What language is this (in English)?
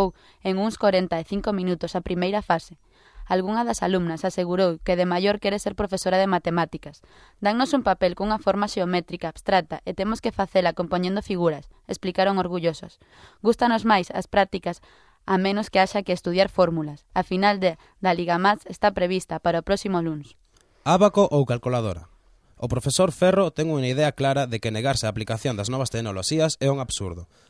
Galician